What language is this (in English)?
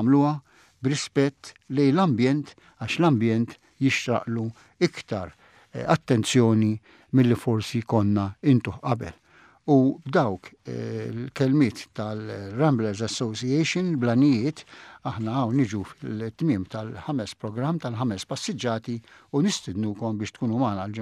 Maltese